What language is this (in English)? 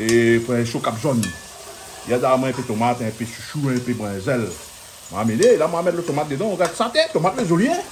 Réunion Creole French